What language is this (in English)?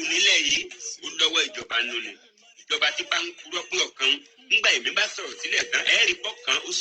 Yoruba